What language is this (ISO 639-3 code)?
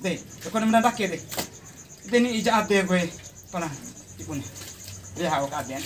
bhp